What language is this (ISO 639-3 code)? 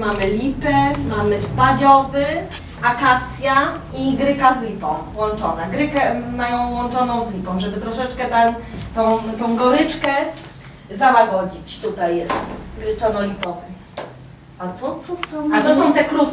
szl